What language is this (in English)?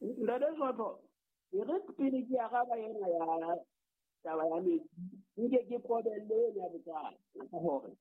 Southern Sotho